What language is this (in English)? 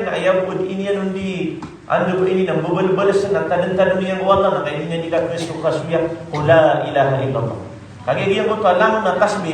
Maranao